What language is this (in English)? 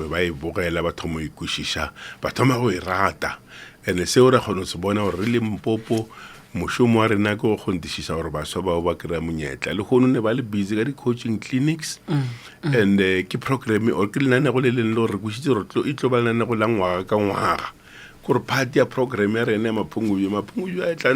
Northern Sotho